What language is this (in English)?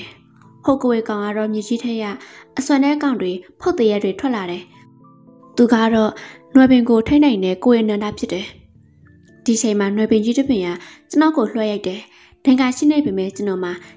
Burmese